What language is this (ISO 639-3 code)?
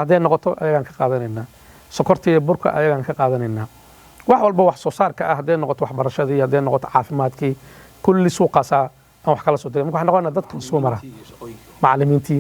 som